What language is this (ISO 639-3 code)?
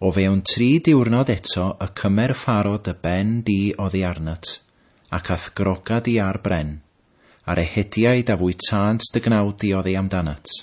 cym